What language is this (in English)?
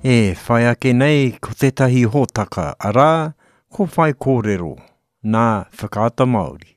Māori